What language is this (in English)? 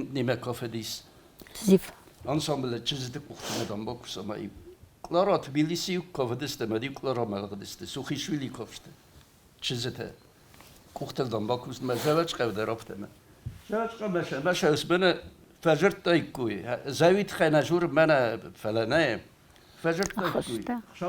Ossetic